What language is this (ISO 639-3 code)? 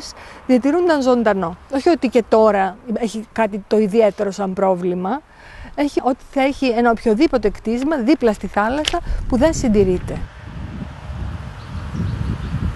ell